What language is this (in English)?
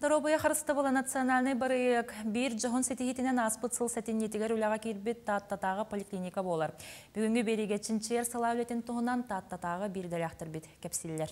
Yakut